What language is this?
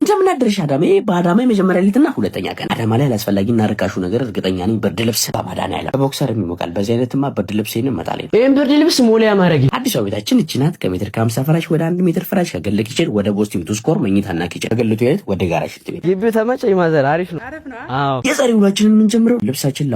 Amharic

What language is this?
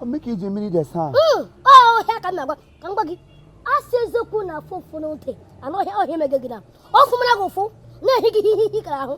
Igbo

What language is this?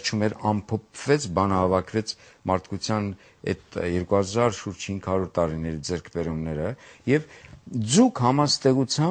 Armenian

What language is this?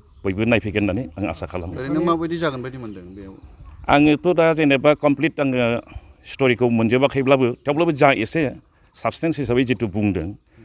Bodo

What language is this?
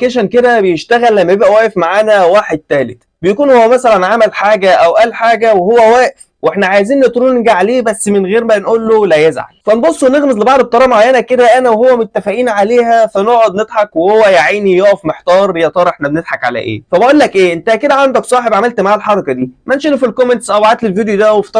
Egyptian Arabic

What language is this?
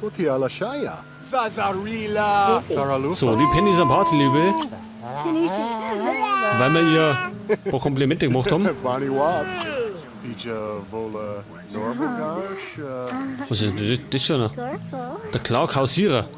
Bavarian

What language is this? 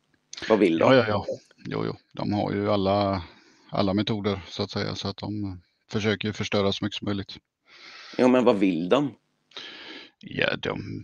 Swedish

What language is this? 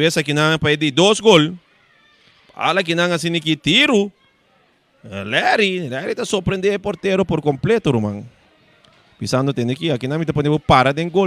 Papiamento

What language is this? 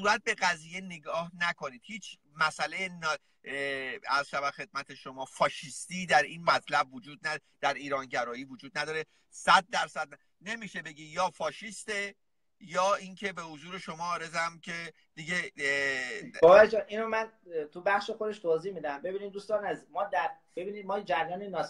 Persian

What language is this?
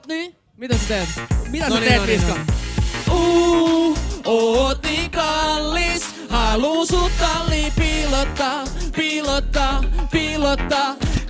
Finnish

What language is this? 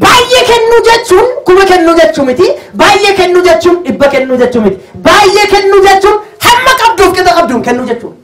Oromo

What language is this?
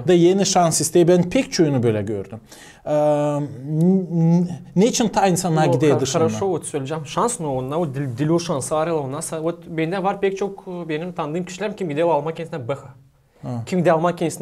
Gagauz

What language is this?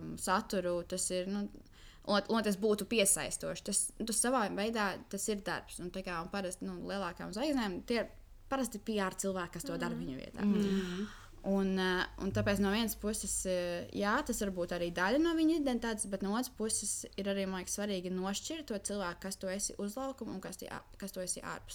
Latvian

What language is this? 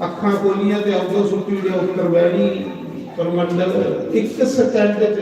Dogri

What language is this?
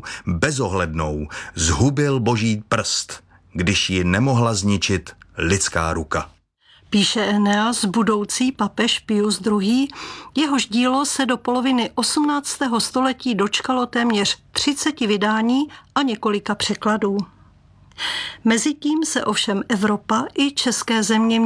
Czech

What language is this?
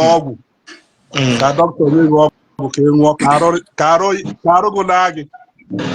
Igbo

